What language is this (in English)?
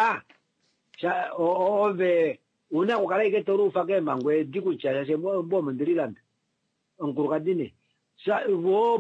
Kuanyama